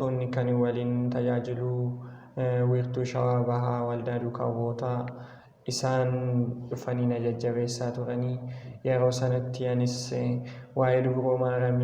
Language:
Oromo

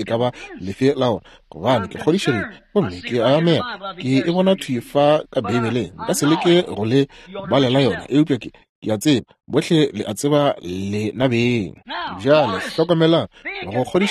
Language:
Northern Sotho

